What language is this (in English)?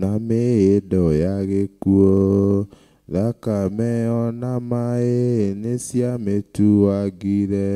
Kikuyu